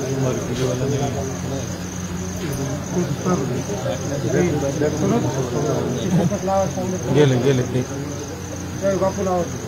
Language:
Marathi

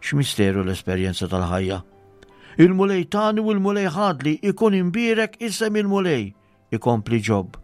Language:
Maltese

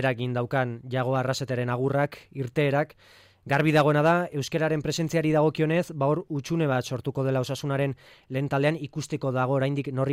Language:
Basque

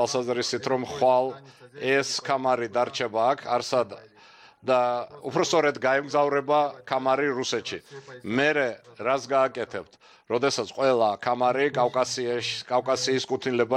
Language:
Georgian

